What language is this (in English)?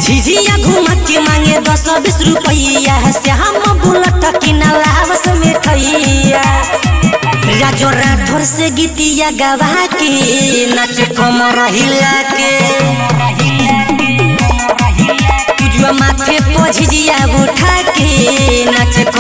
Bhojpuri